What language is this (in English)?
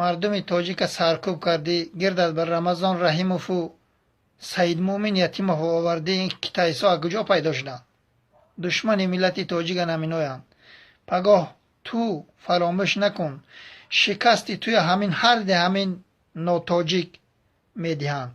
Tajik